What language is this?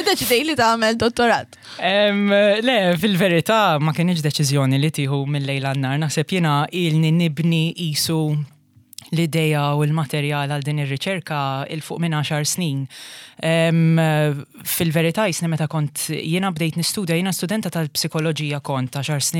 Maltese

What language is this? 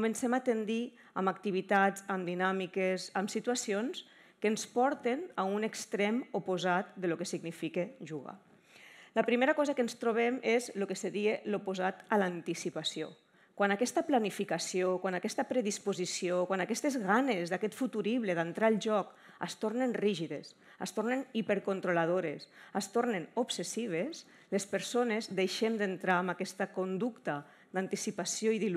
Catalan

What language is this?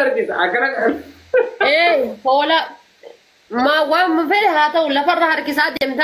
Oromo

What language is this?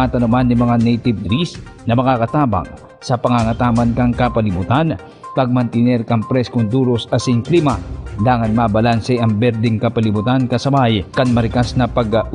Bikol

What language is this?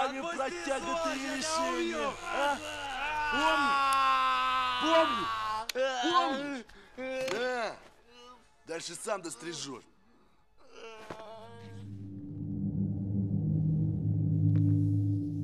Russian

